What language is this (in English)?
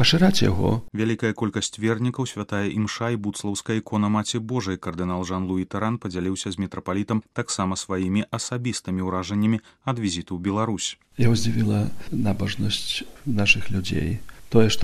Belarusian